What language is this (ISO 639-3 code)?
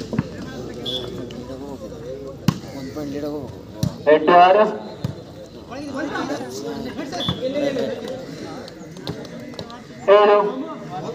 kan